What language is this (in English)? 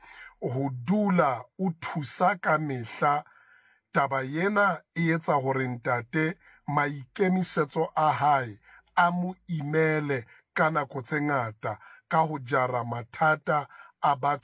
Southern Sotho